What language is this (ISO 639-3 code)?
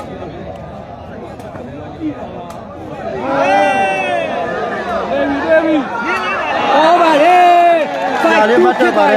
mya